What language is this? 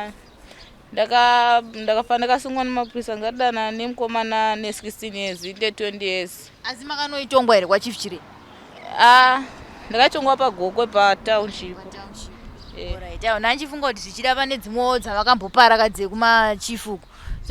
Shona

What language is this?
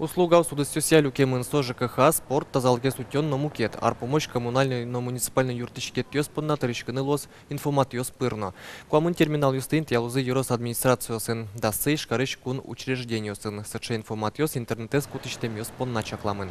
Udmurt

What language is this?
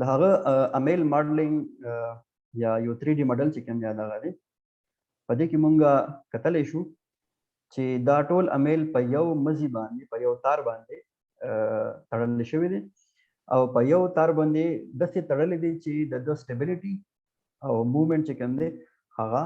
Pashto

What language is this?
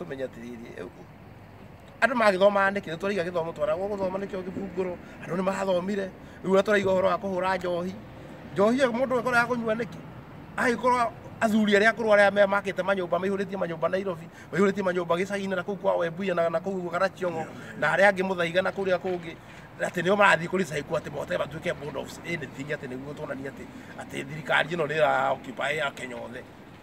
Kikuyu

